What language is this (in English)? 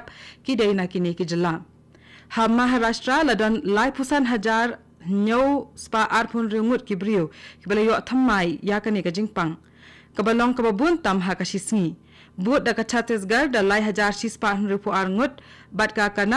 Khasi